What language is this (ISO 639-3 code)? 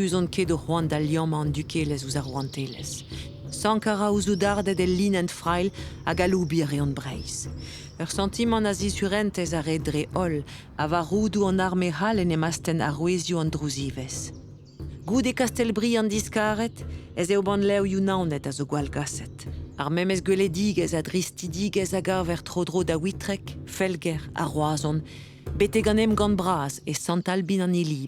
bre